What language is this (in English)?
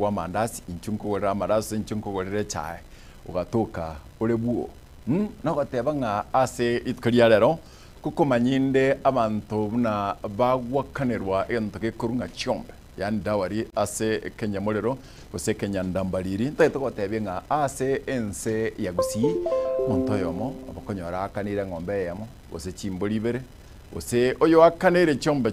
Gusii